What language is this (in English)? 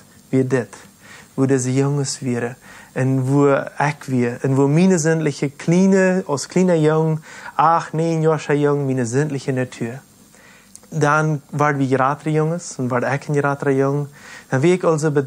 Plautdietsch